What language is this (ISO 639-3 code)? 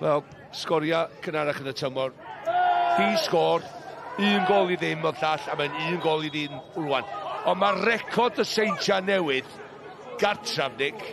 cym